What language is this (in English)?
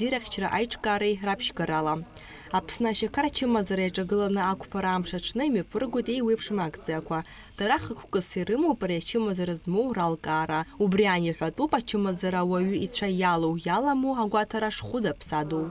Abkhazian